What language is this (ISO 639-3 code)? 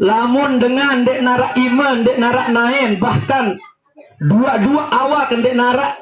sas